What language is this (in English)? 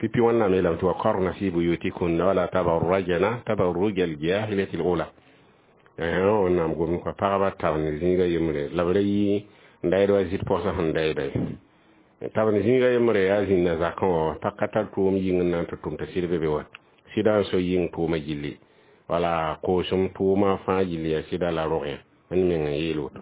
Mossi